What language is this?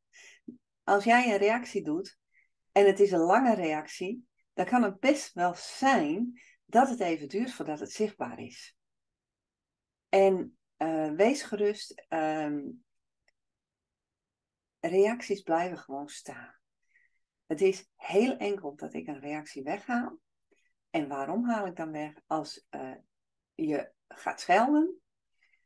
Dutch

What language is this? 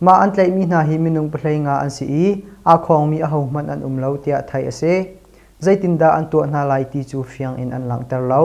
Hakha Chin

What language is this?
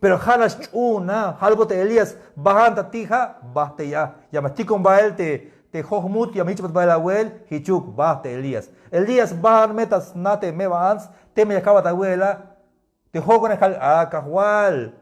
Tzeltal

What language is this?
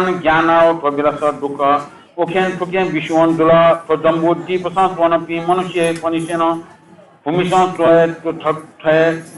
Newari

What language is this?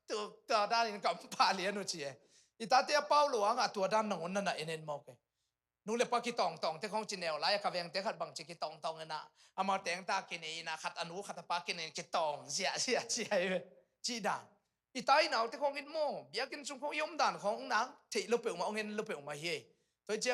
Tedim Chin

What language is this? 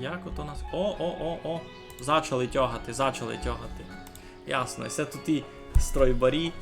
Rusyn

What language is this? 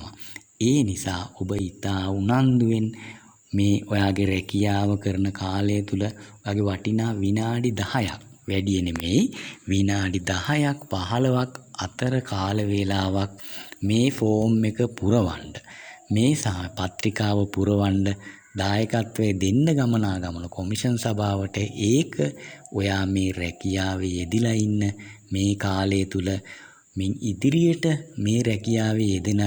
Sinhala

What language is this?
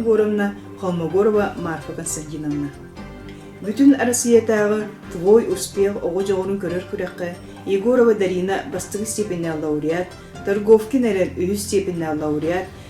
Yakut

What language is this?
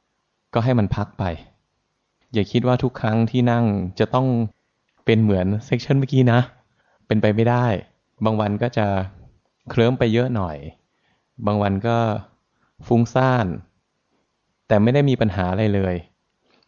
Thai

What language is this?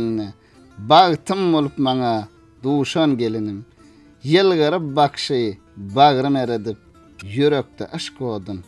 Turkmen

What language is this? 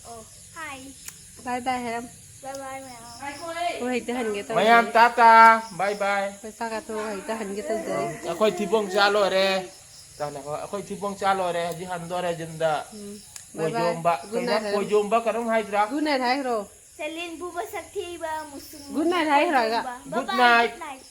Manipuri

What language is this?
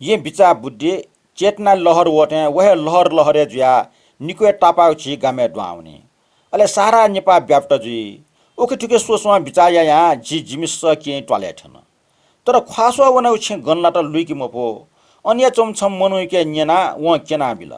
Newari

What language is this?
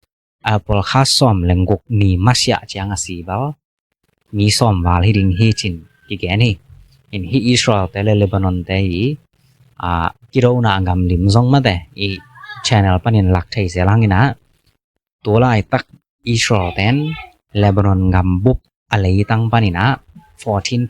Tedim Chin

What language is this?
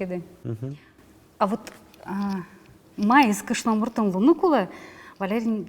Udmurt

